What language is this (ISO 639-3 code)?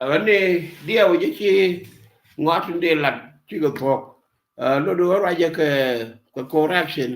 nus